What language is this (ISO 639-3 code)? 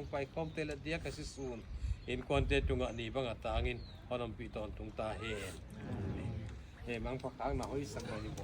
pck